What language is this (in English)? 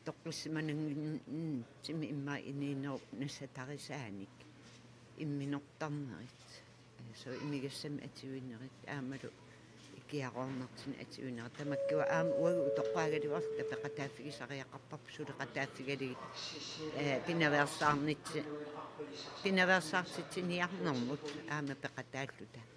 Kalaallisut